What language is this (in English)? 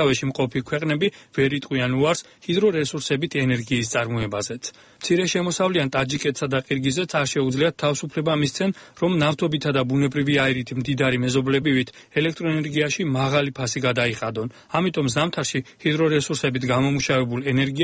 Georgian